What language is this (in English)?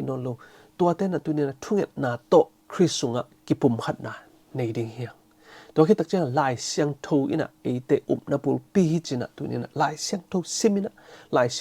Tedim Chin